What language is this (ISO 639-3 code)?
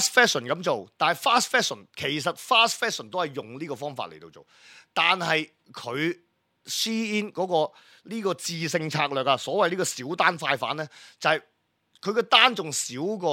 yue